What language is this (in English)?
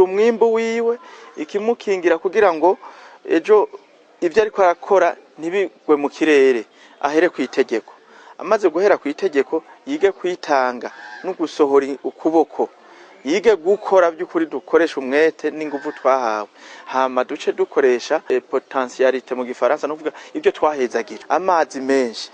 Rundi